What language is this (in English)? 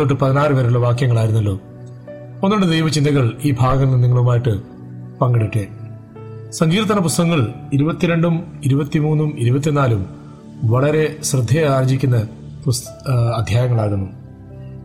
Malayalam